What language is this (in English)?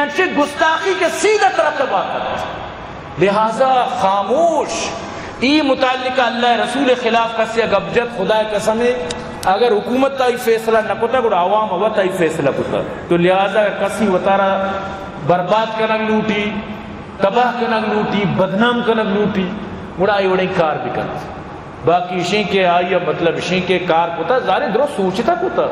Baluchi